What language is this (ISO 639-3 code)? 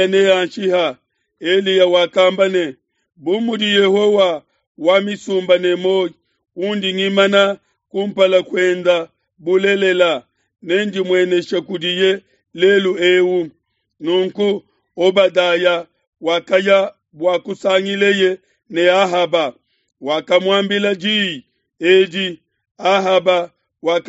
lua